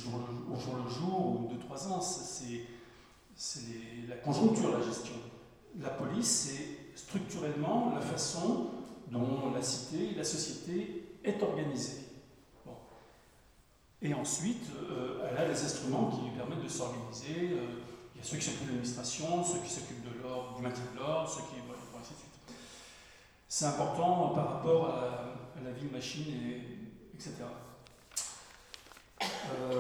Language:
French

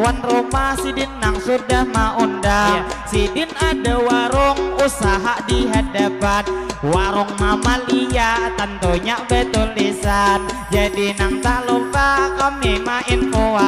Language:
Banjar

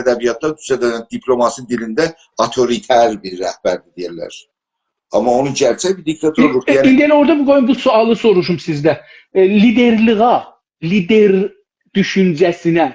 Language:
South Azerbaijani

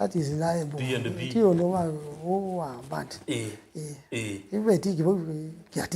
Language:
Kamba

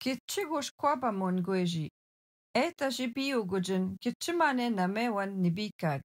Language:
Algonquin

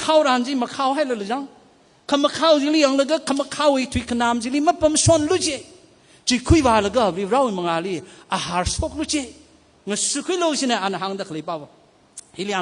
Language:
Tangkhul Naga (India)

